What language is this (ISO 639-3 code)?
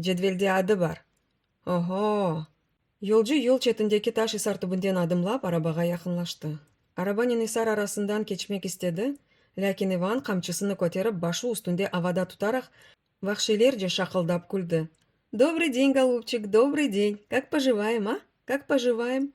crh